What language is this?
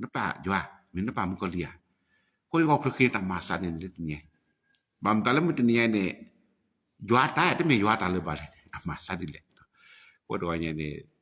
S'gaw Karen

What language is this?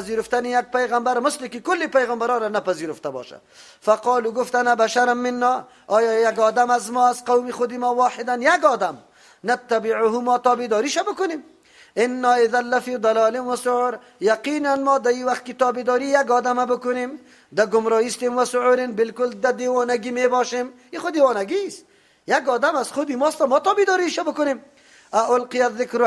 Persian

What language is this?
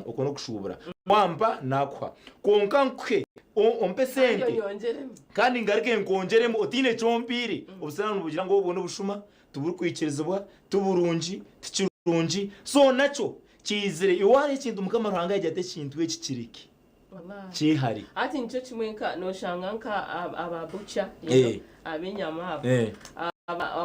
Nyankole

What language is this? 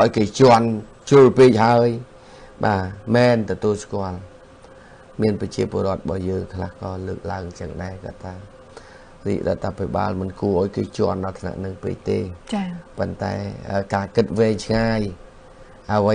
Khmer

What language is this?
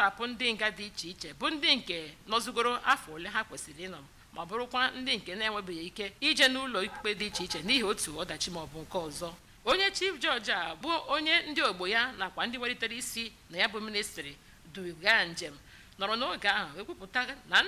Igbo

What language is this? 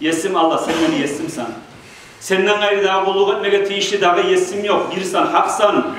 Kumyk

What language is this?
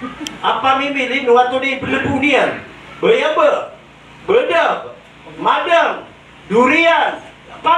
Maranao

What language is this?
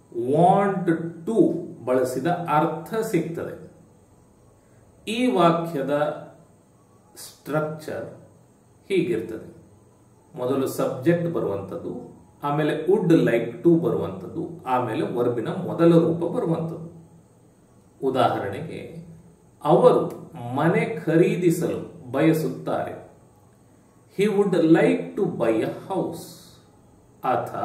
Kannada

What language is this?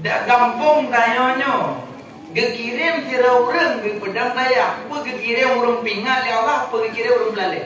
Achinese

